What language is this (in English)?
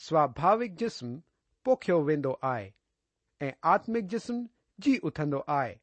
Sindhi